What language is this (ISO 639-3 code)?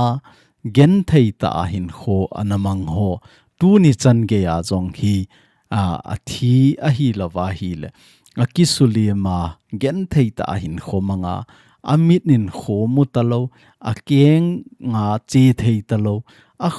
tcz